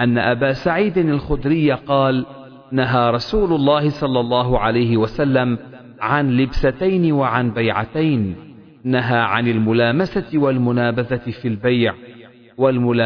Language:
Arabic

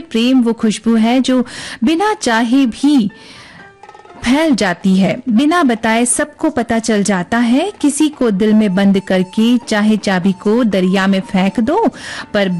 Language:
Hindi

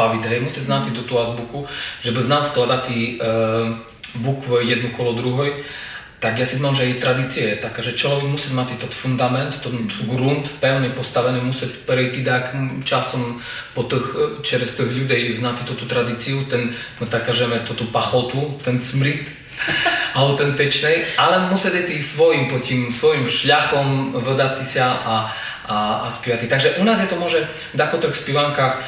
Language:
Rusyn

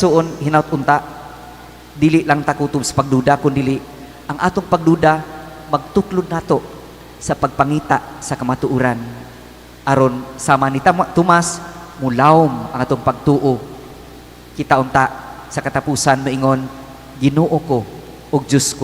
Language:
Cebuano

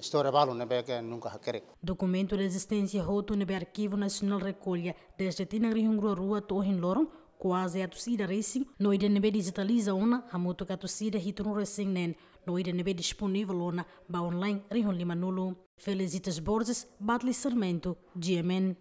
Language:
Tetum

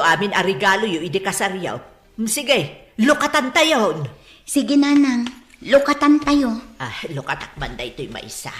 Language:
Iloko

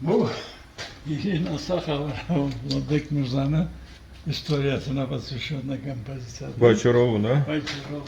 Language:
Karachay-Balkar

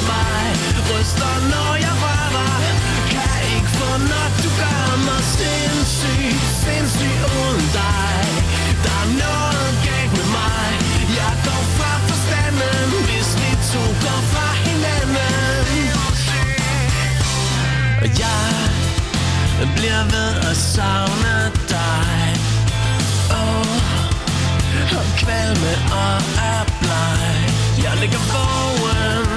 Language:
Danish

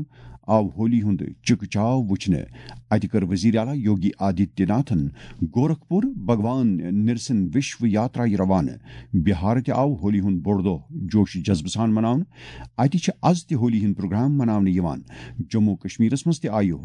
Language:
Kashmiri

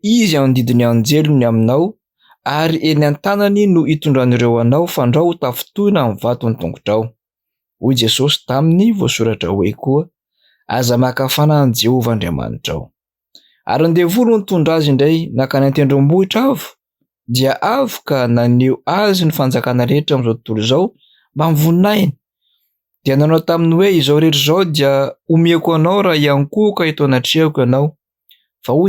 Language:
Malagasy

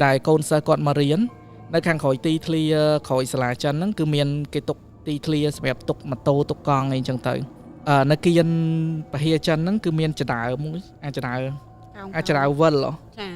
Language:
Khmer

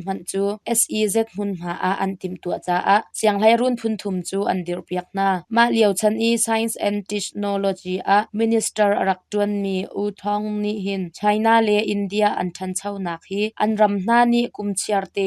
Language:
Hakha Chin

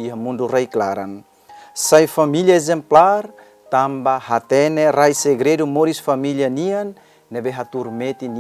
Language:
Tetum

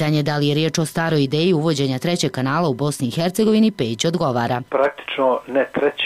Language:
Bosnian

